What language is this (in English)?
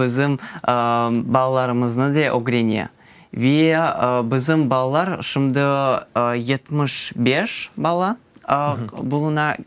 Crimean Tatar